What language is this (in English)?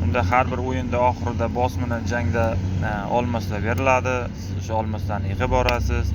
Uzbek